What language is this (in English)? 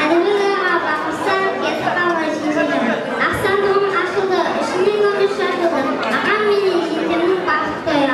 Kara-Kalpak